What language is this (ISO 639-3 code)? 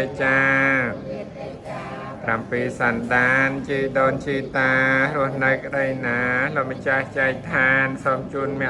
khm